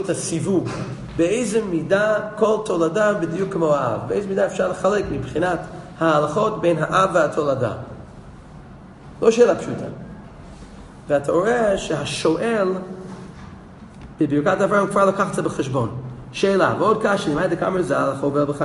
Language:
Hebrew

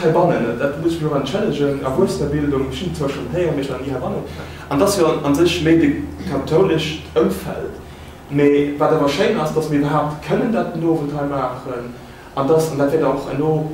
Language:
Luxembourgish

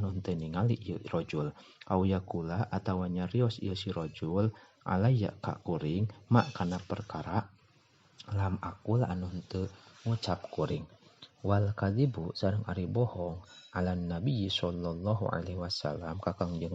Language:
Sundanese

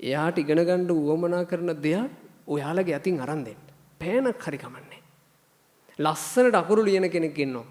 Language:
Sinhala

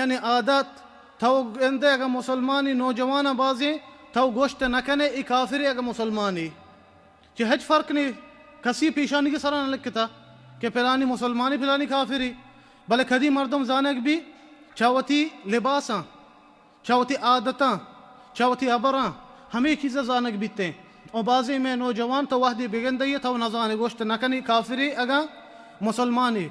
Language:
Baluchi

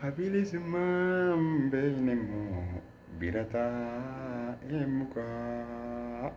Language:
Oromo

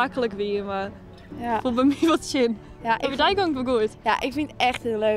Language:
Western Frisian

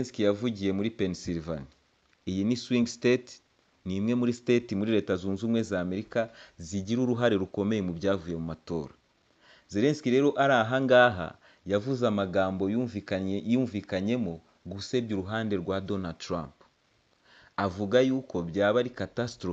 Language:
Kinyarwanda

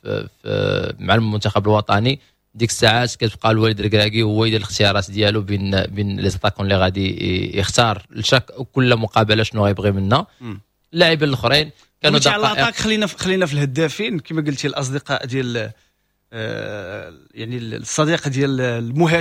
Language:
Moroccan Arabic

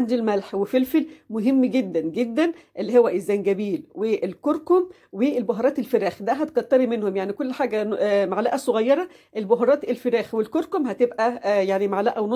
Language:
Egyptian Arabic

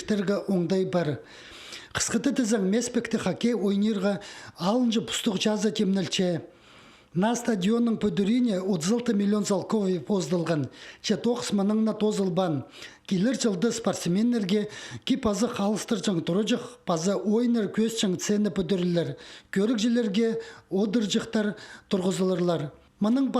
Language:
Khakas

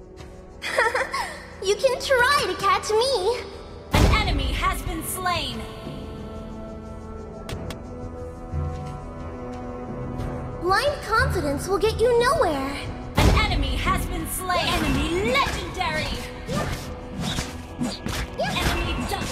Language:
English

